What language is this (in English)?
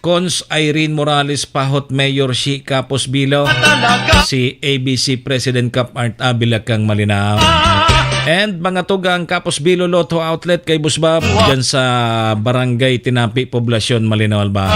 Bikol